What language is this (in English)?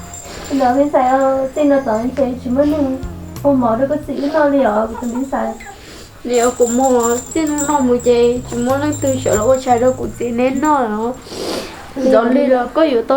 Hmong